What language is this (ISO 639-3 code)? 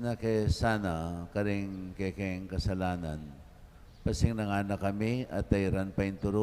pam